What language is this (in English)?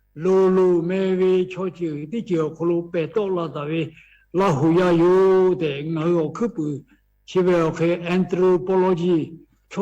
Lahu